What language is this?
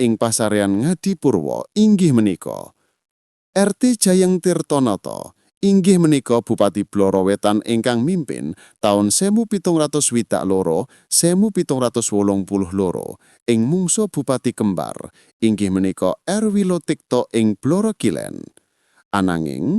Javanese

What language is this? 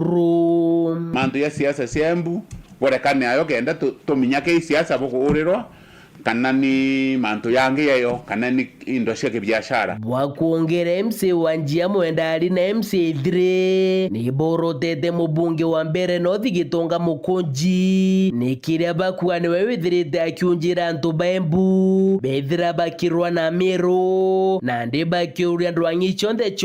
Meru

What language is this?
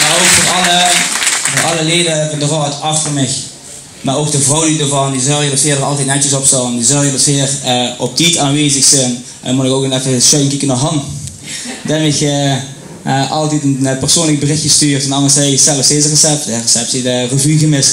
Limburgish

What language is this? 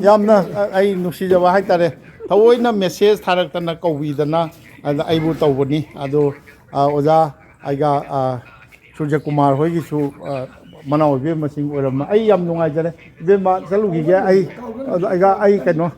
Manipuri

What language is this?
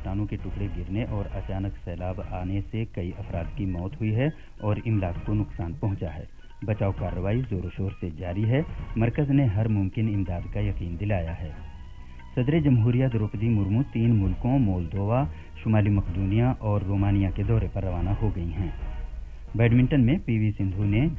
Urdu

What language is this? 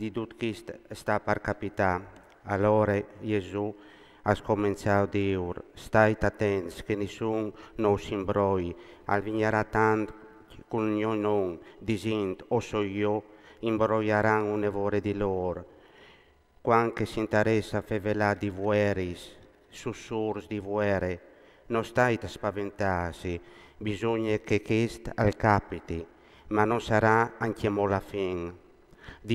Friulian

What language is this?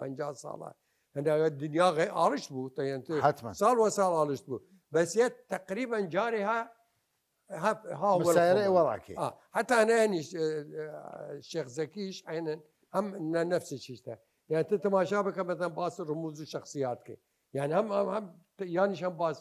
Southern Kurdish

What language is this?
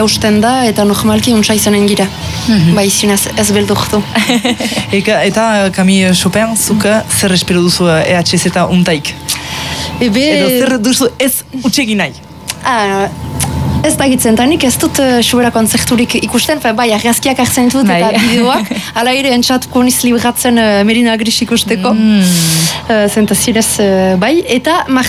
Basque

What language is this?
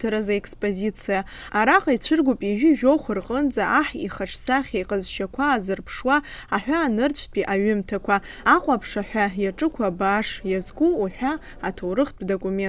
Abkhazian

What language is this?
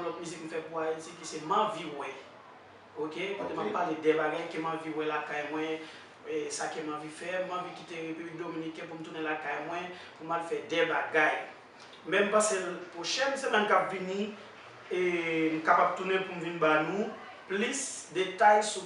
Haitian Creole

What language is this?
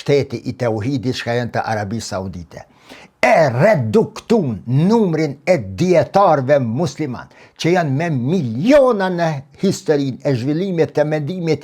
Albanian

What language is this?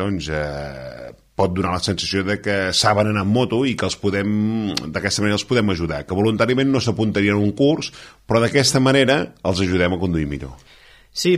Catalan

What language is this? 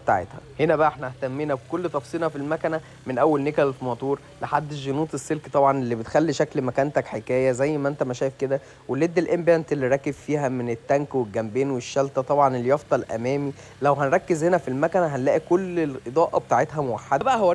Egyptian Arabic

